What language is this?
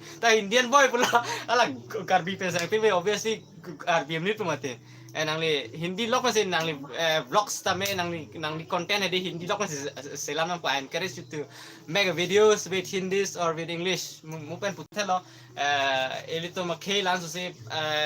Karbi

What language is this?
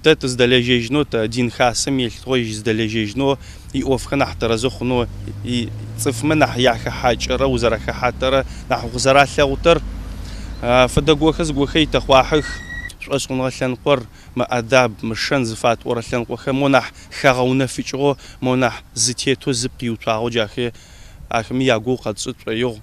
Adyghe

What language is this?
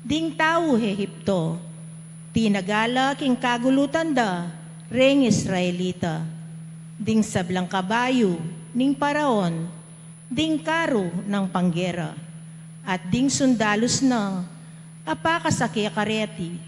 Pampanga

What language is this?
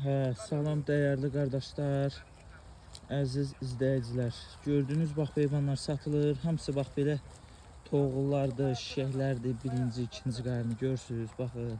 Azerbaijani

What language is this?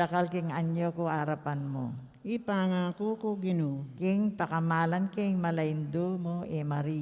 Pampanga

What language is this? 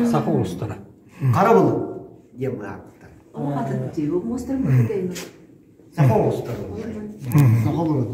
Yakut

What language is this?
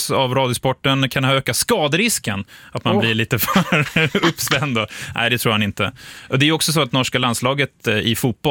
Swedish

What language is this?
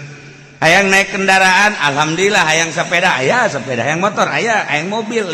Sundanese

